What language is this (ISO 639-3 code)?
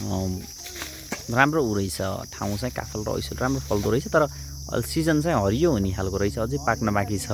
nep